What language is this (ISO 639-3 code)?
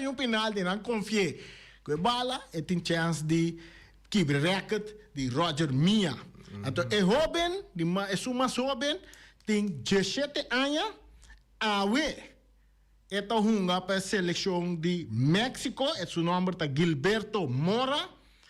pap